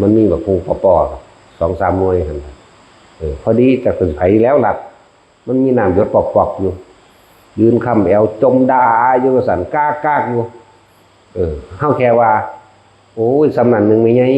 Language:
Northeastern Thai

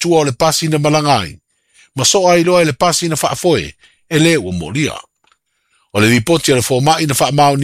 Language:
Samoan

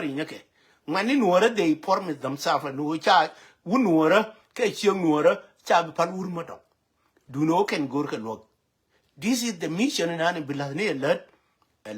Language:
Nuer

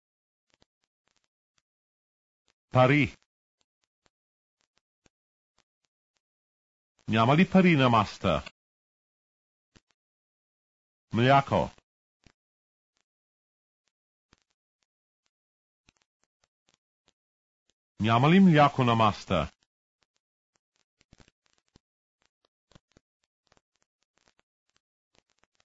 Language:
Bulgarian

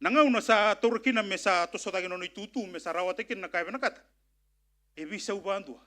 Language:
Fijian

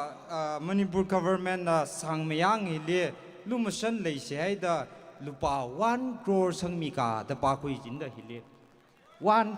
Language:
Tangkhul Naga (India)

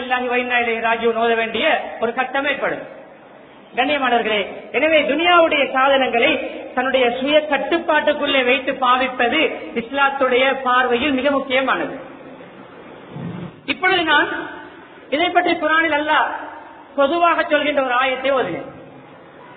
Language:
Tamil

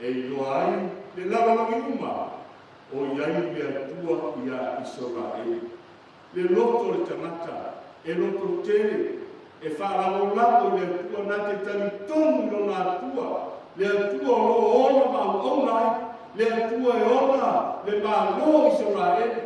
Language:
Samoan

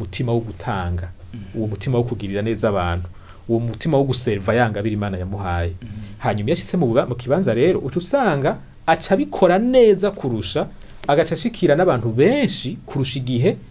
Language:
Rundi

